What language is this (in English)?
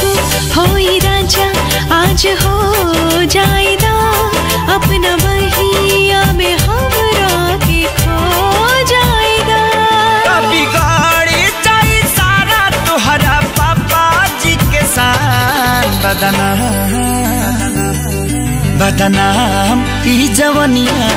Bhojpuri